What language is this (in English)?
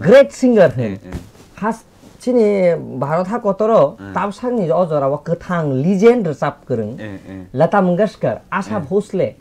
Kok Borok